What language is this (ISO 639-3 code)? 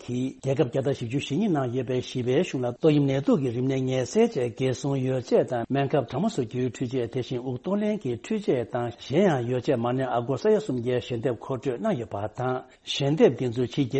bod